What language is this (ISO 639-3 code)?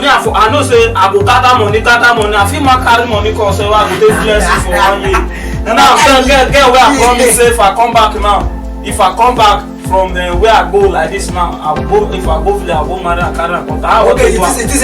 pcm